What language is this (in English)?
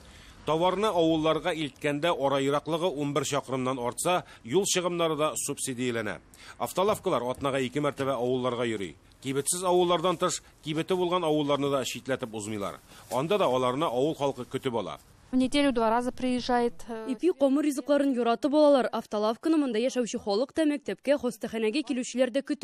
Tatar